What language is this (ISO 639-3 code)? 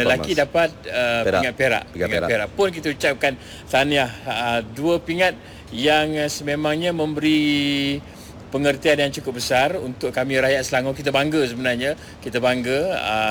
msa